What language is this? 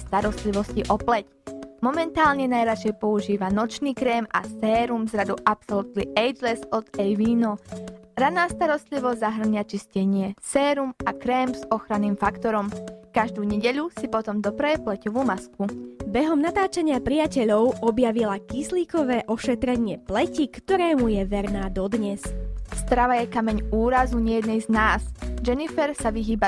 Slovak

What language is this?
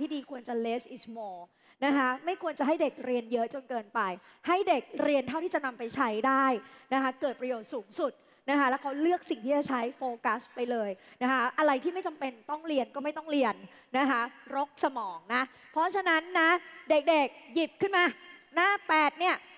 Thai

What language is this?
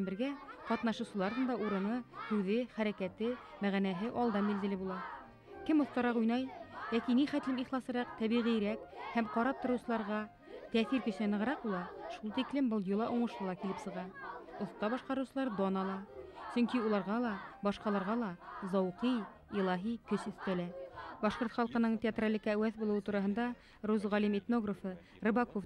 Bashkir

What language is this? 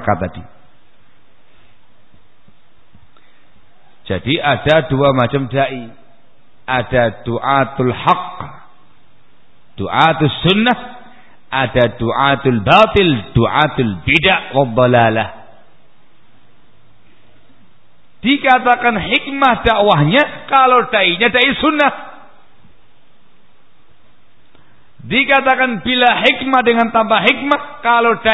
Indonesian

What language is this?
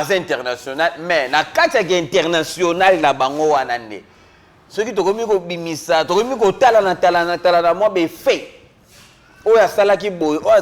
Lingala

